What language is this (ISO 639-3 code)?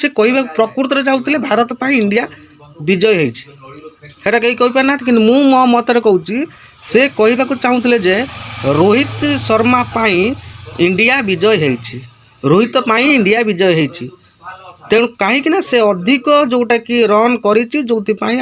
ori